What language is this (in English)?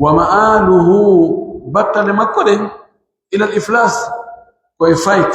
Pular